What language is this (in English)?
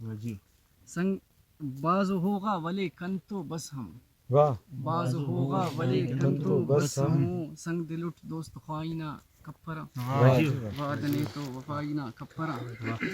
Brahui